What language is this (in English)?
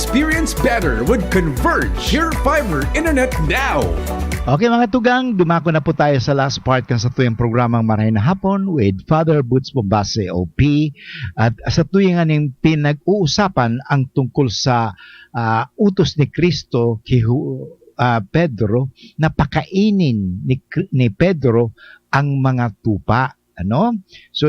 Bikol